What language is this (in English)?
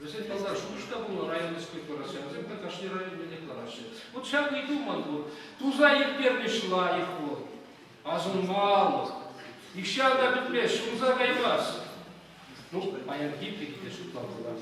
Chuvash